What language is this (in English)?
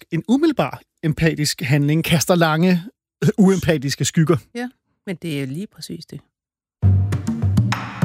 Danish